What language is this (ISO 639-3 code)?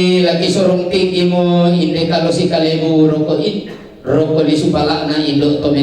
sda